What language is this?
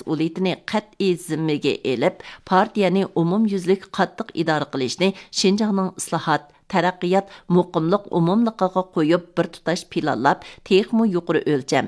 Uyghur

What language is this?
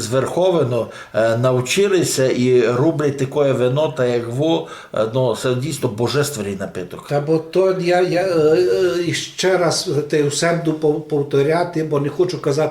Rusyn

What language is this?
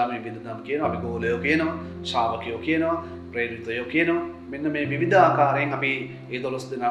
Sinhala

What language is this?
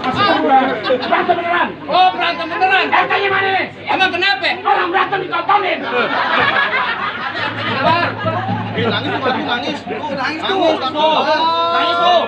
Betawi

